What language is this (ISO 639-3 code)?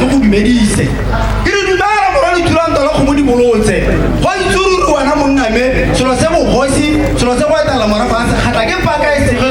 tsn